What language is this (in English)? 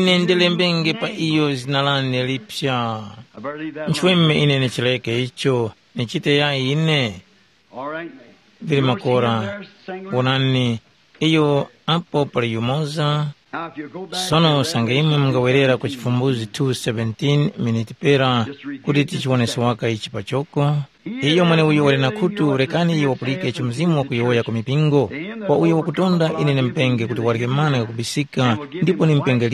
Tumbuka